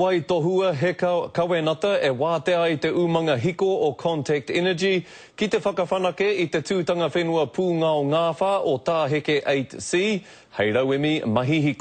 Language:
Māori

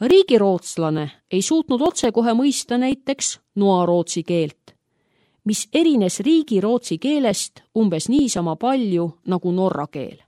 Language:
Estonian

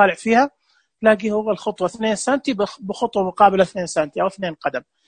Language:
Najdi Arabic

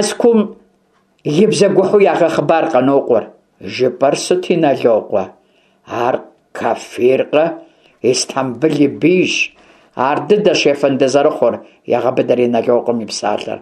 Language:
Kabardian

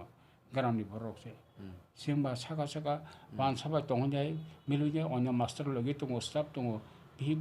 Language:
Kok Borok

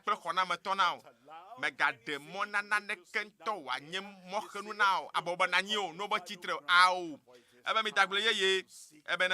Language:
Ewe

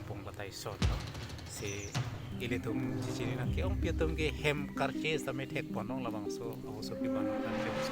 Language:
Karbi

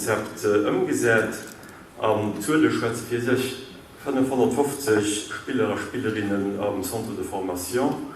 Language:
Luxembourgish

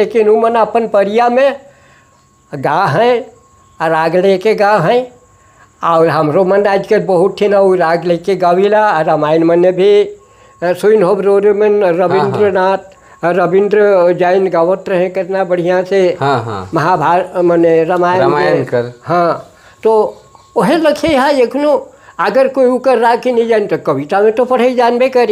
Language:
Sadri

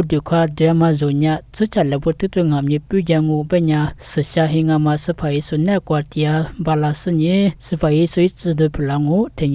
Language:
Lisu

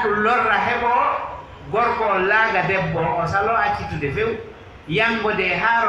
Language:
Pular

